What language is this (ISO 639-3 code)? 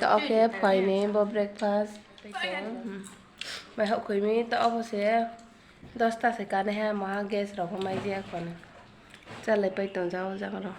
ria